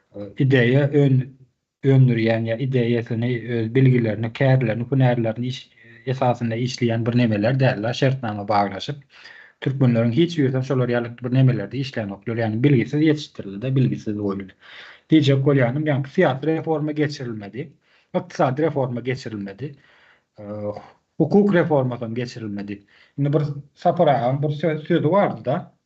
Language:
Turkmen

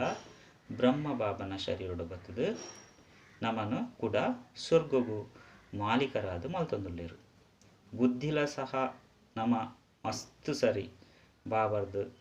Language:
Tulu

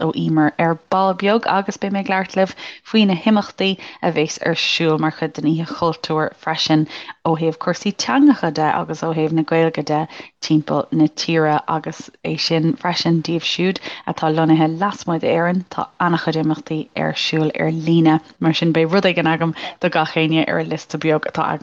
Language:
Irish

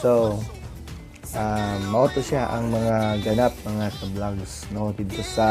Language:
Cebuano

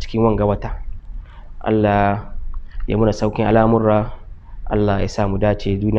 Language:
Hausa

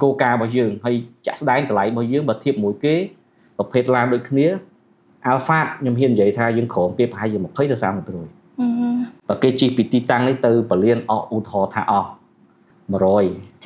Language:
Khmer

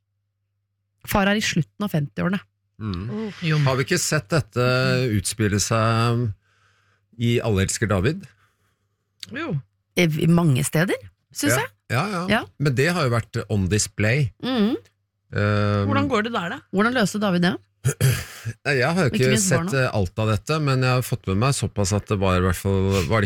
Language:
Norwegian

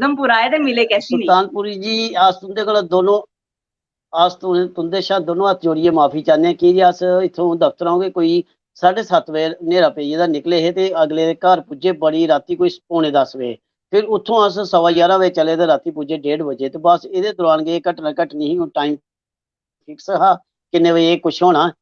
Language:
Dogri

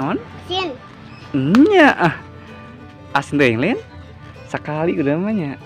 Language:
Sundanese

